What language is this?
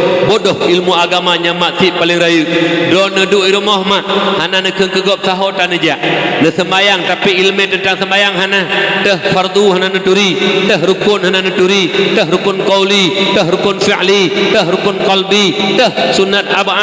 Achinese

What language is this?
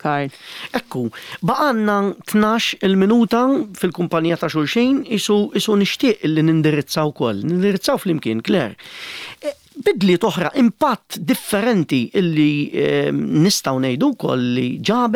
Maltese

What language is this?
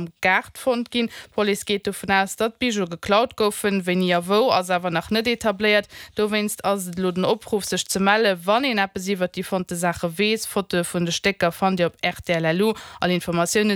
Luxembourgish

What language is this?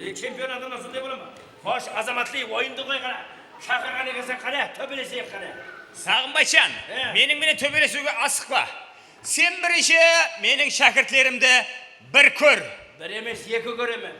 Kara-Kalpak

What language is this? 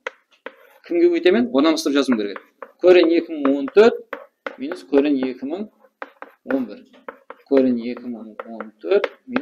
Kara-Kalpak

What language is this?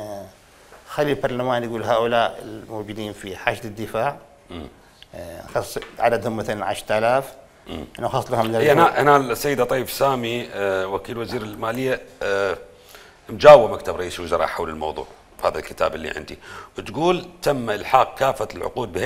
Mesopotamian Arabic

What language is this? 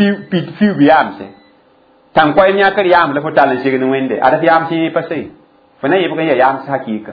Mossi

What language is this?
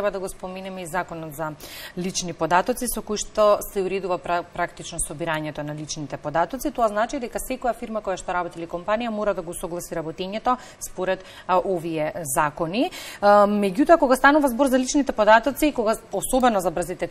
Macedonian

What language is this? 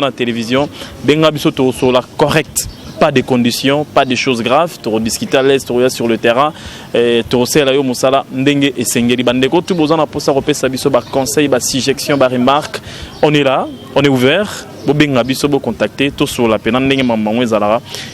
Lingala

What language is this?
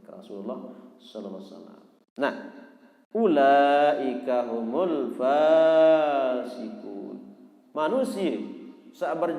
Sasak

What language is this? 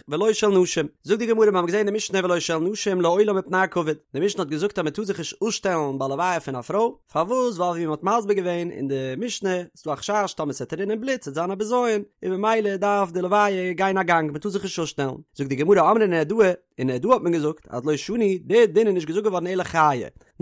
Yiddish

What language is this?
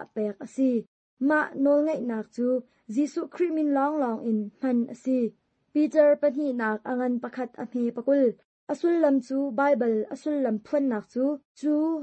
Hakha Chin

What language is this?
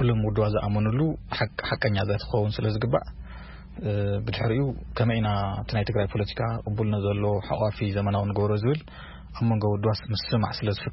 Tigrinya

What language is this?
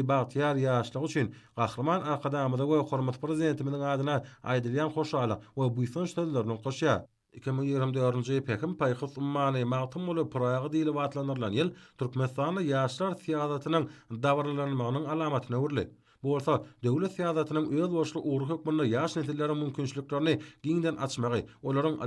Turkmen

